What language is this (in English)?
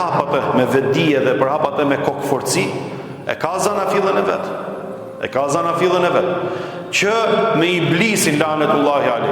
Albanian